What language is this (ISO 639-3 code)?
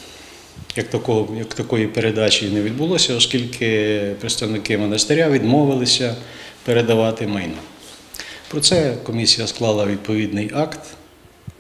ukr